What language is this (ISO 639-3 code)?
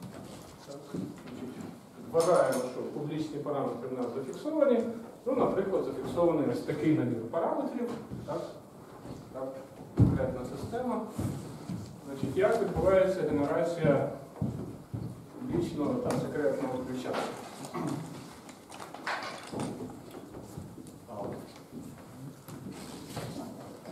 ukr